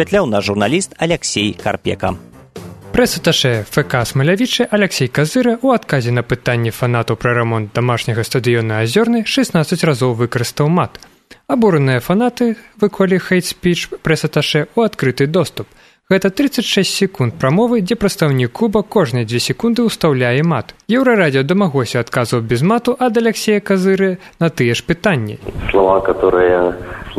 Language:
Belarusian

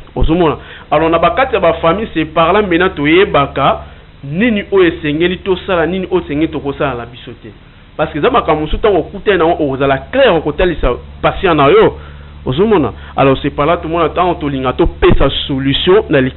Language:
Lingala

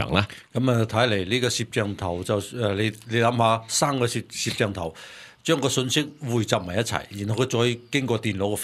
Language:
Cantonese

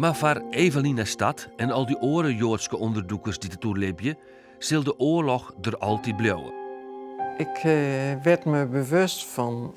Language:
Western Frisian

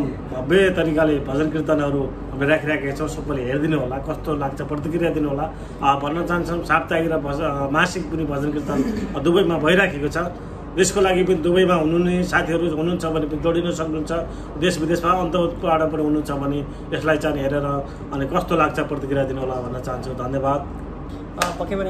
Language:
Nepali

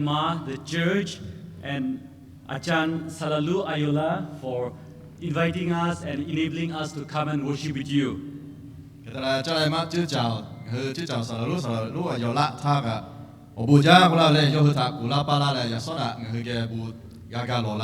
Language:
Lahu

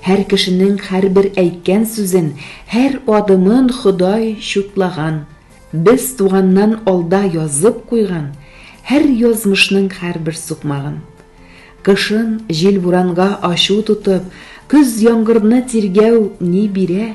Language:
Tatar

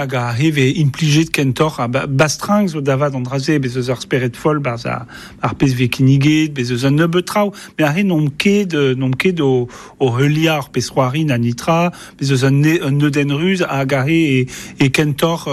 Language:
Breton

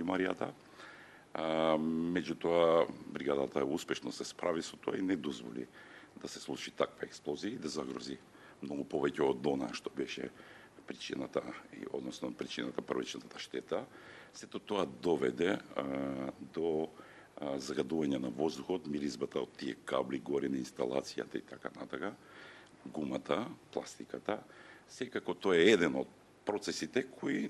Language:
Macedonian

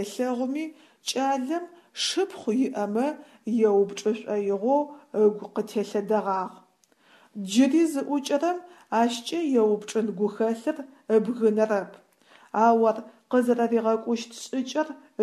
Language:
Adyghe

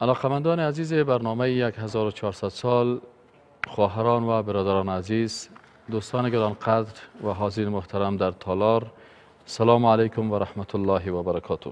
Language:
Persian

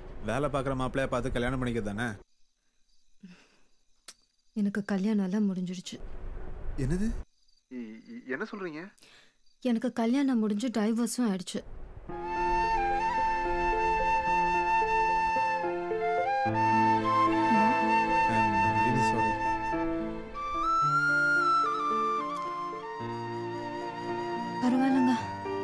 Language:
Tamil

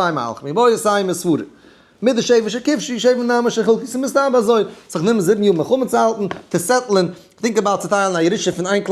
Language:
Yiddish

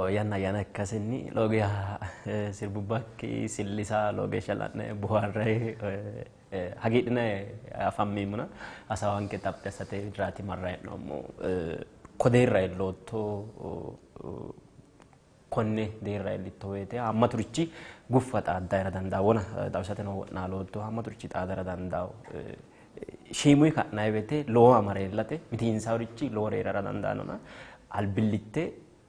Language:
Sidamo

